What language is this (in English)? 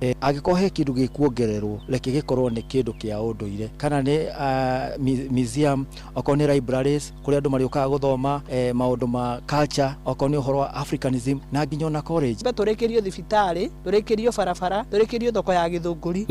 Kikuyu